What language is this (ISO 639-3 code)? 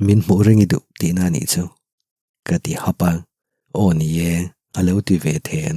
lus